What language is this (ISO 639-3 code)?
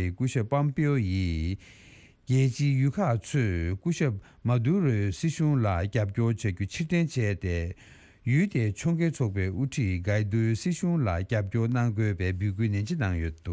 bod